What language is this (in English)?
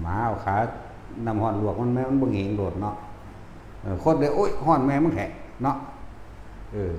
Northeastern Thai